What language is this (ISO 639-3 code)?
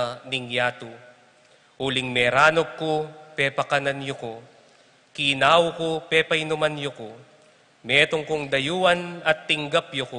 pam